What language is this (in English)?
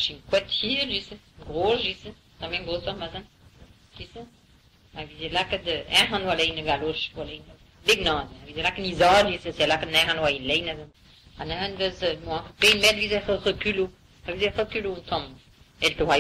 Breton